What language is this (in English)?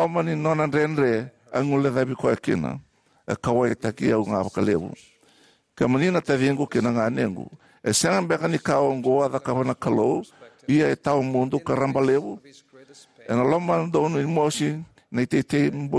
Fijian